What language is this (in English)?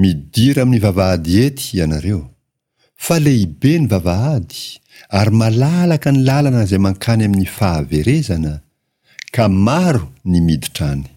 Malagasy